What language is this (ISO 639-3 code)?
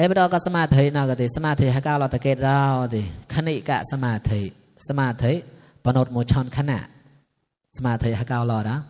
mnw